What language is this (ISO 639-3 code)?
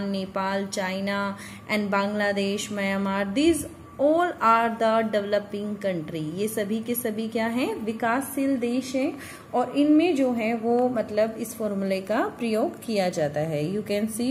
hin